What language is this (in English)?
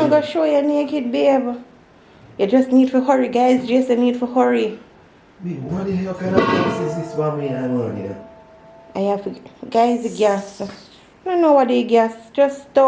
Jamaican Creole English